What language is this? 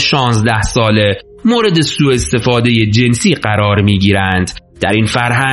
Persian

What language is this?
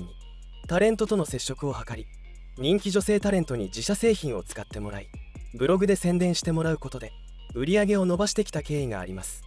Japanese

